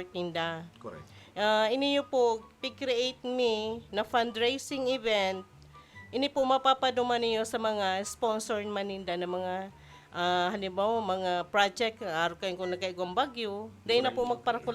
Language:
Bikol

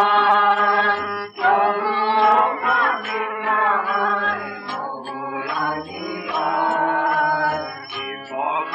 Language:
Bangla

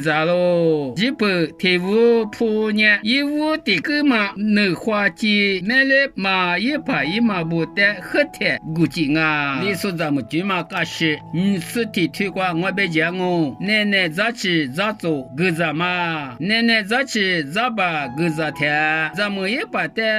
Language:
Lisu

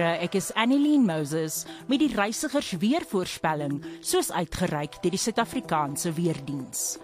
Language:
Afrikaans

